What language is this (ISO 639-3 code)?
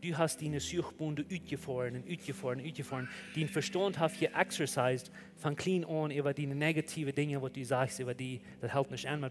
pdt